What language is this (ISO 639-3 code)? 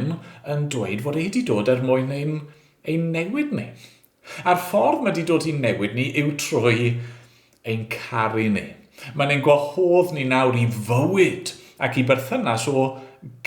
cym